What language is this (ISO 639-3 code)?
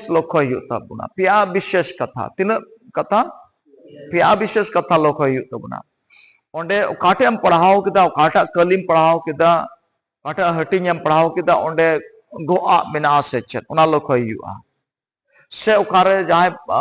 sat